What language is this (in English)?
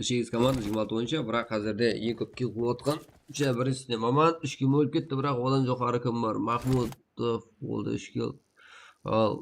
Kara-Kalpak